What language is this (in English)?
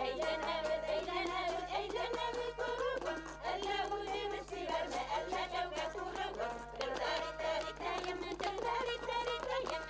Bashkir